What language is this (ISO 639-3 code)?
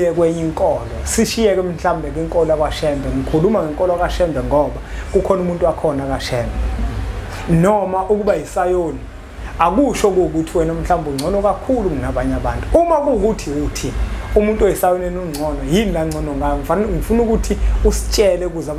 zul